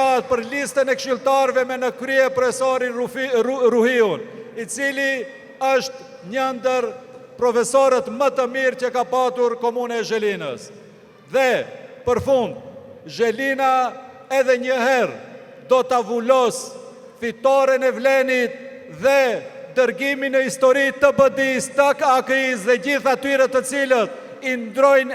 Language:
Albanian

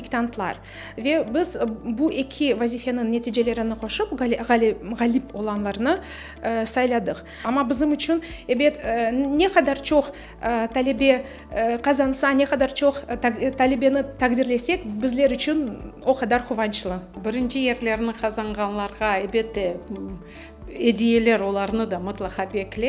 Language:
Crimean Tatar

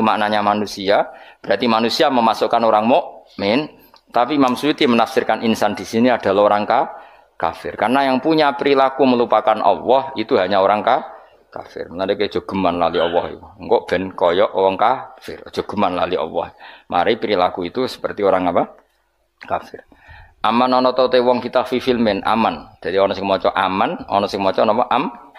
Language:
Javanese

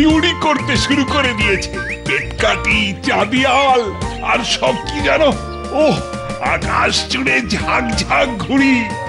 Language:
Bangla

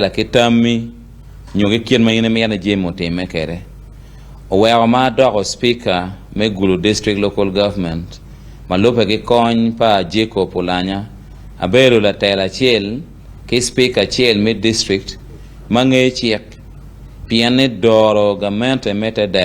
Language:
Acoli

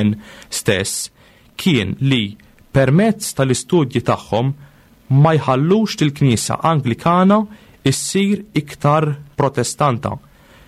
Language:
Maltese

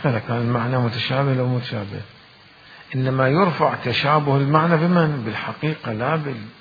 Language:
Mesopotamian Arabic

